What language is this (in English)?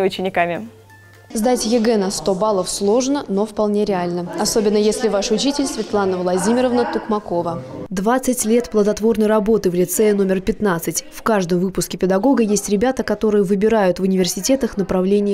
Russian